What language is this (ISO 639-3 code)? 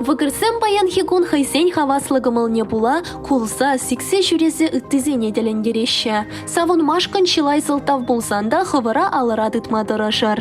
chv